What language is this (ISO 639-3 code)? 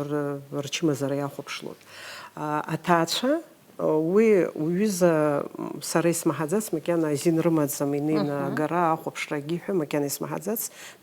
abk